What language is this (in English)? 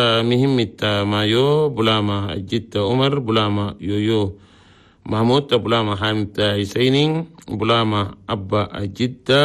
Chadian Arabic